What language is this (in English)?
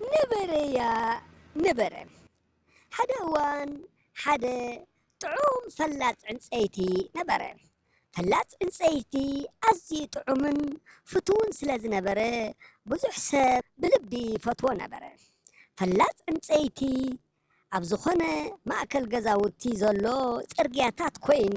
Tigrinya